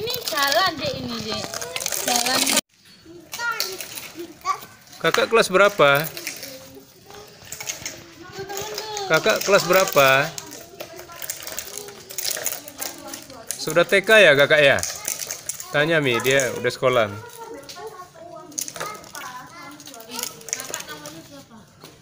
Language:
Indonesian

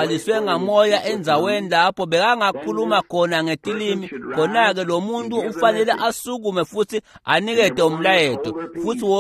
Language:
Swati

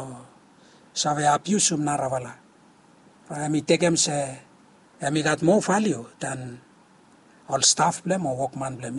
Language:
Bislama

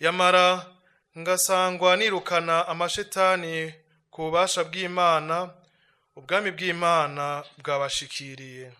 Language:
Rundi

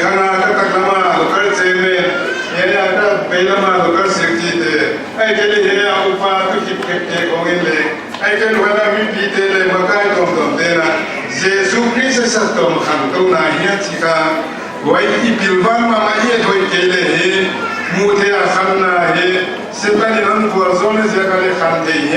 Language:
Paite Chin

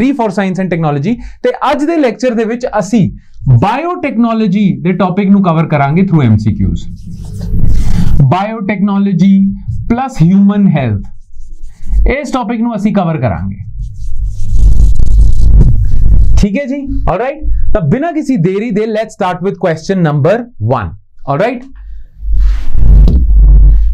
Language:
Punjabi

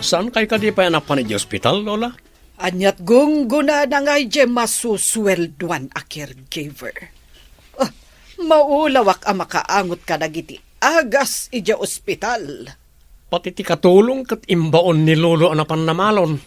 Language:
Iloko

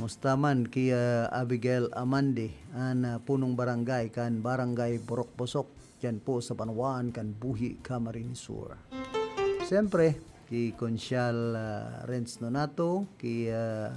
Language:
Bikol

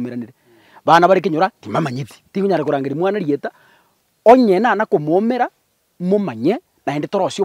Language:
Gusii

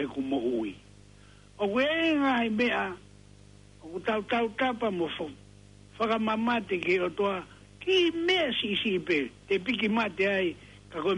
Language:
Tongan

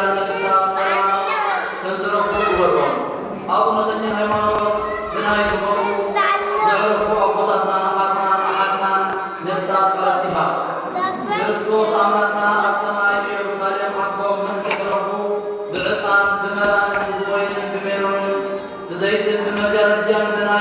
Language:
Tigrinya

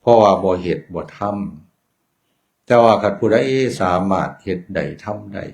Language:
Northeastern Thai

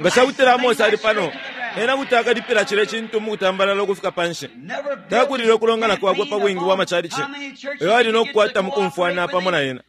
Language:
Bemba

